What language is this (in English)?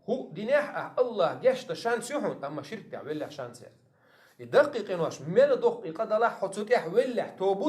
Chechen